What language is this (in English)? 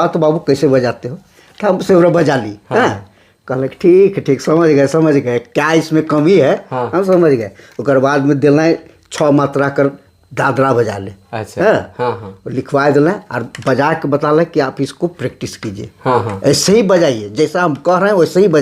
Sadri